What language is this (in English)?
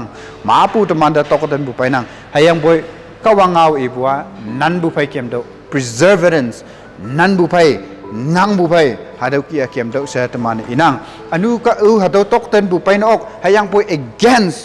Konyak Naga